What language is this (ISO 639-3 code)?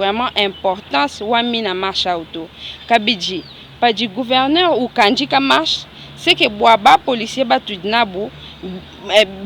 lua